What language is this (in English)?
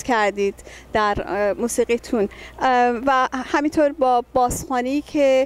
Persian